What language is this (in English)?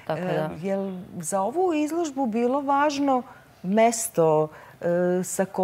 Serbian